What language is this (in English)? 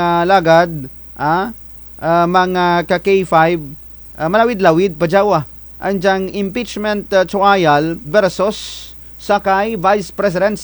Kinaray-a